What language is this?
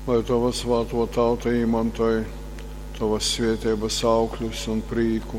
Latgalian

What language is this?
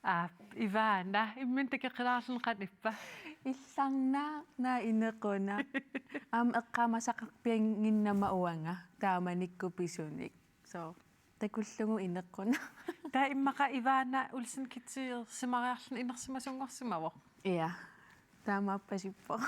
Kalaallisut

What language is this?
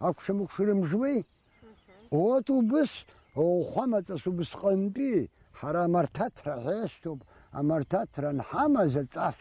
Abkhazian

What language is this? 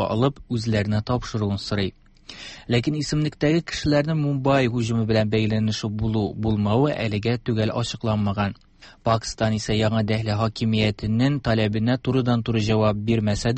Tatar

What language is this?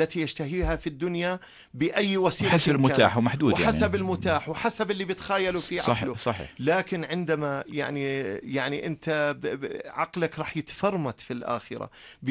Arabic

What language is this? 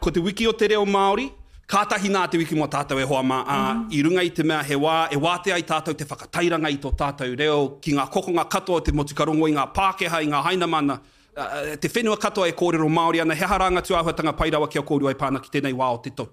Māori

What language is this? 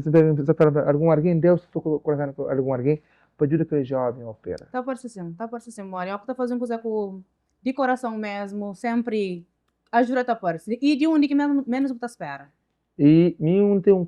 Kabuverdianu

